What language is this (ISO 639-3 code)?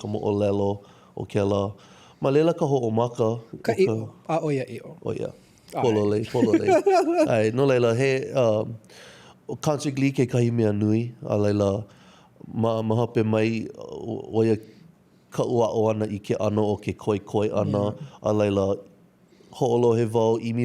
haw